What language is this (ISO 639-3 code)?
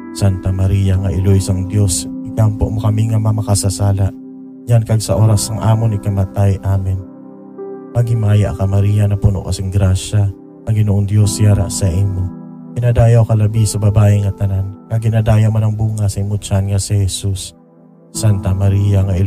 hil